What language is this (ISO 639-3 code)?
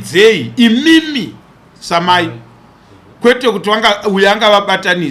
sna